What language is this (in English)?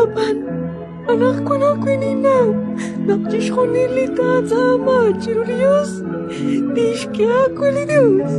Kekchí